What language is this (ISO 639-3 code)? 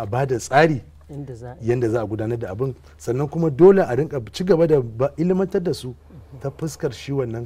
hau